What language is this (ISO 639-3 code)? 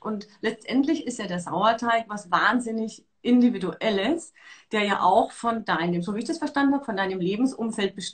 deu